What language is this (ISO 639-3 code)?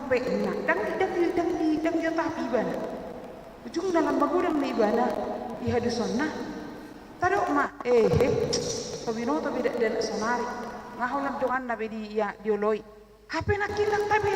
bbc